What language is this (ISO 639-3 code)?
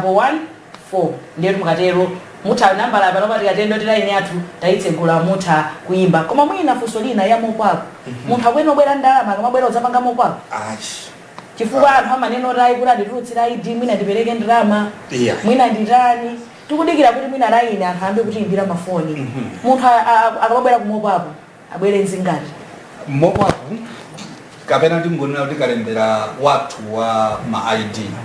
nya